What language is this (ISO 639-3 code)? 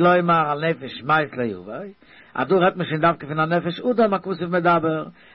yid